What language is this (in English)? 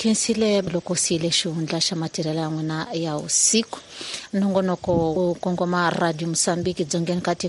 Tsonga